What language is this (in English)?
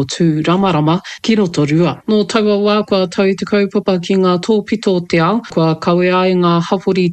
Māori